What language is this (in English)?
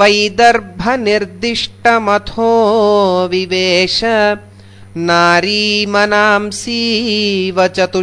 Sanskrit